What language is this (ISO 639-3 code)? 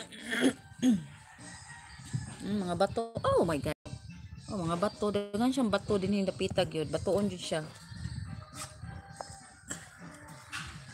ceb